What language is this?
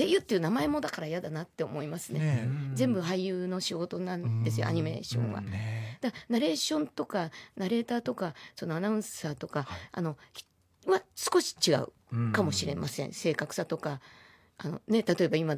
Japanese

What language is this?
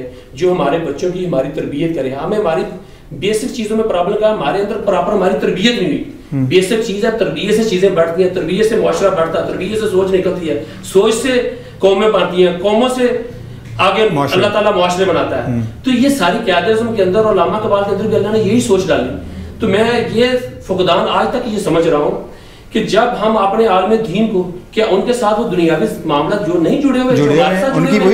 Urdu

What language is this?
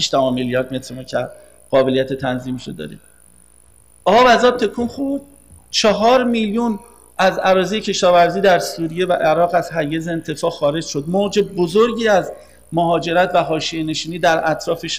Persian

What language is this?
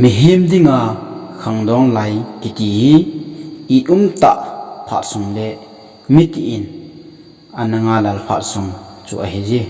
Thado Chin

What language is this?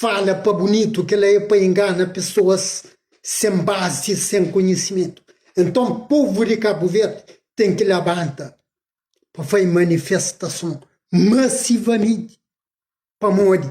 Kabuverdianu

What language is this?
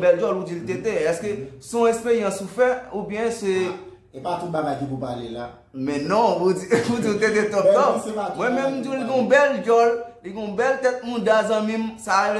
Haitian Creole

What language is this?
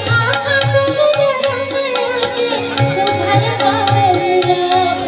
Chhattisgarhi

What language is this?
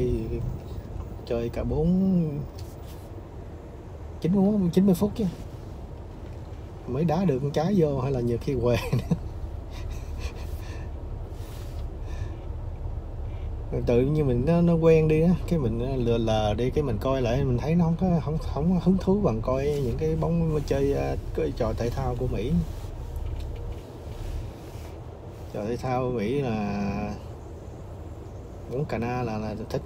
Vietnamese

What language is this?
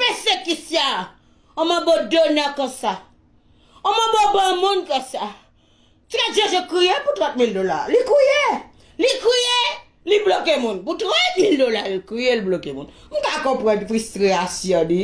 Haitian Creole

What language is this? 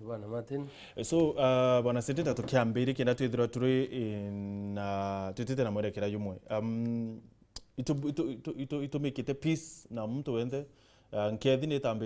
Meru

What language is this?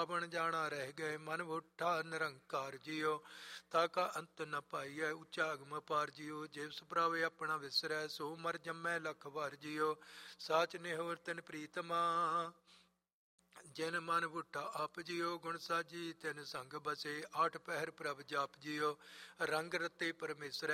Punjabi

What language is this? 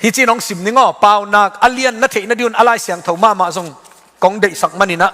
Tedim Chin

